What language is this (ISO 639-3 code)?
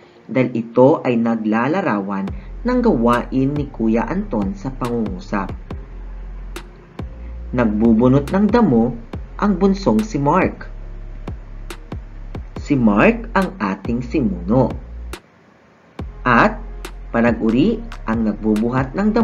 fil